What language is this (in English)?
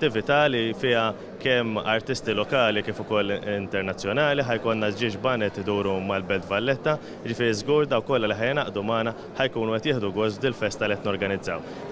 Maltese